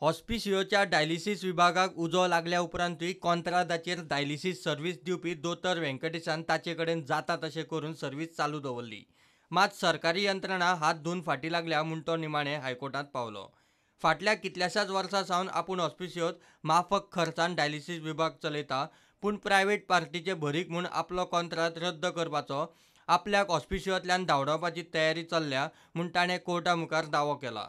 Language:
Konkani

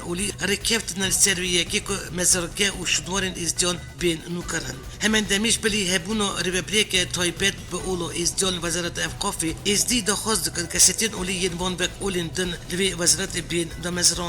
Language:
Kurdish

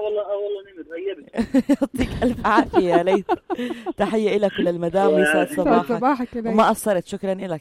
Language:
North Levantine Arabic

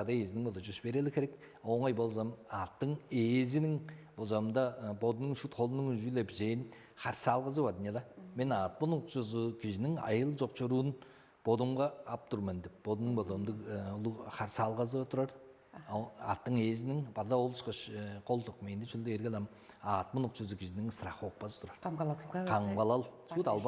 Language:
Tuvinian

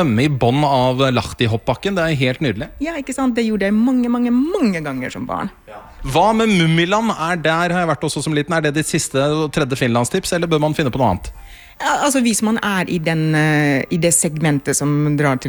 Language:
Norwegian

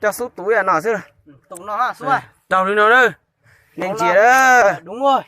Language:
Hmong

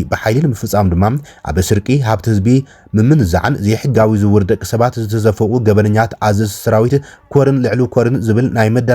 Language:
Tigrinya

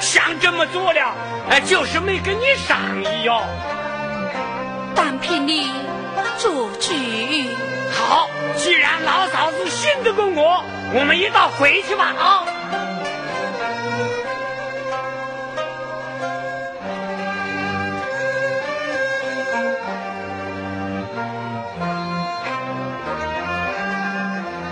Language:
Chinese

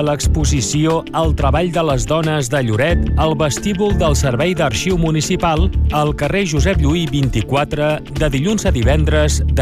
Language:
Catalan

